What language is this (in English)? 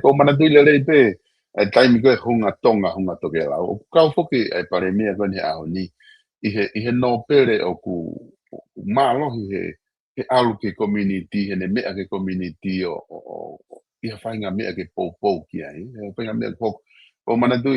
Tongan